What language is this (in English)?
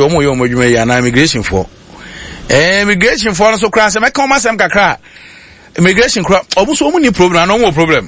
Akan